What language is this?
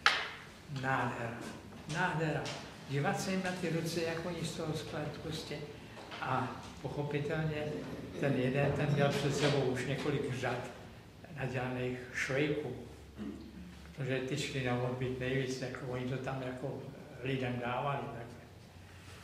Czech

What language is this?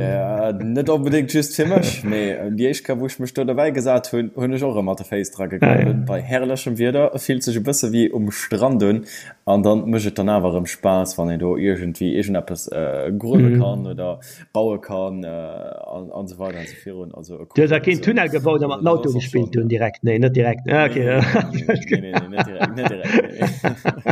Luxembourgish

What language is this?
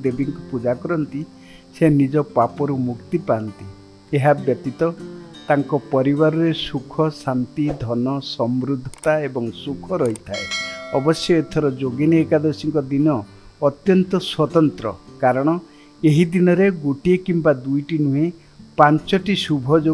Odia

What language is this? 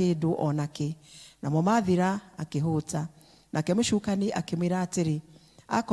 Kikuyu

